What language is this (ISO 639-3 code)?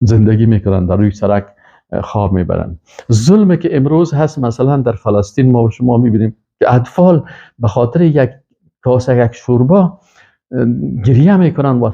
fas